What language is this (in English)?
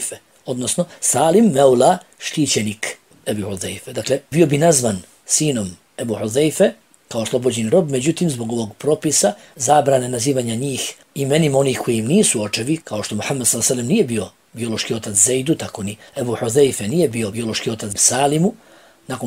Bosnian